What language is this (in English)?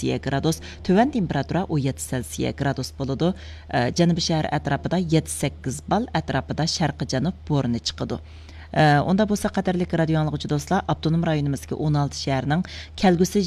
Uyghur